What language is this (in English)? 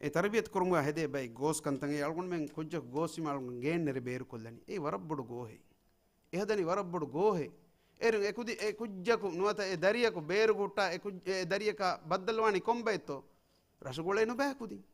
Divehi